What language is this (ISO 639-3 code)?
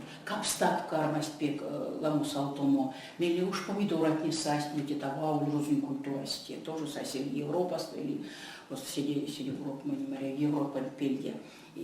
myv